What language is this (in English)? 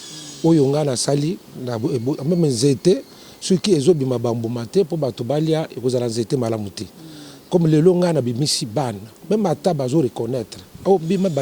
Lingala